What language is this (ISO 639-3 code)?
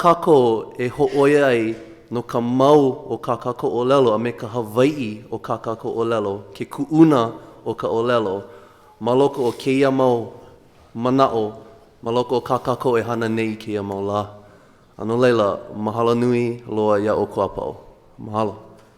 haw